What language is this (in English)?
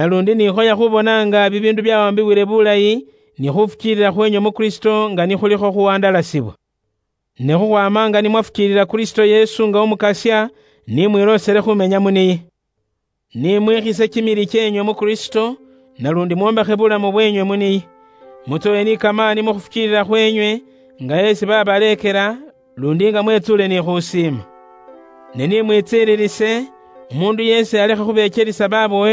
Luyia